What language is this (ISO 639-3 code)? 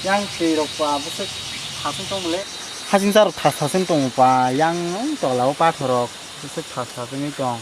trp